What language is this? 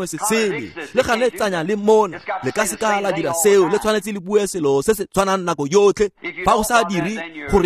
Tswana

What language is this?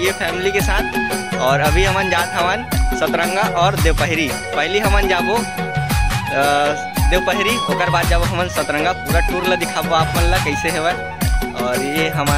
Chhattisgarhi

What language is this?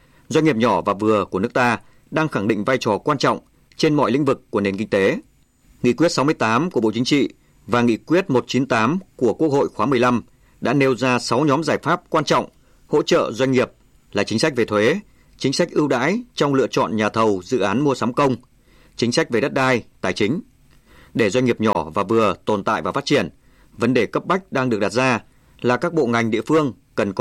Vietnamese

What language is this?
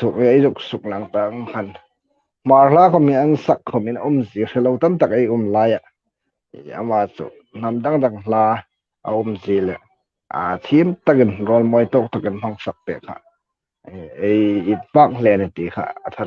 Hmar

